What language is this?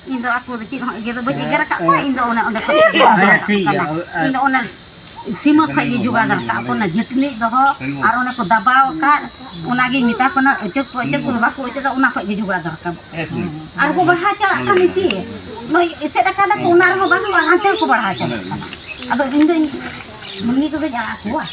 Santali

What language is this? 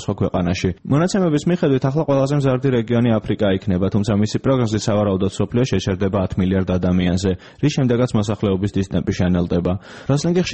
Georgian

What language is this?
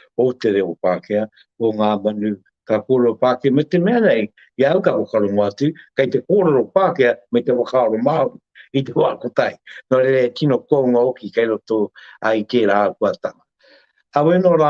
Māori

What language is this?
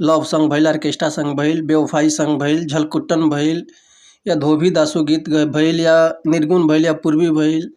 Bhojpuri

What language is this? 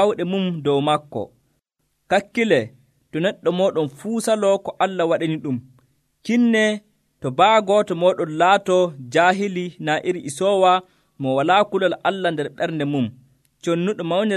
Nigerian Fulfulde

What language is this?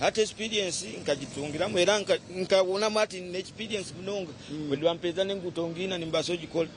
Nyankole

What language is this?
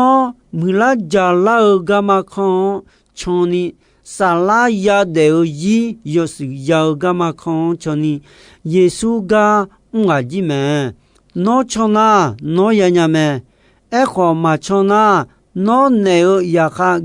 Akha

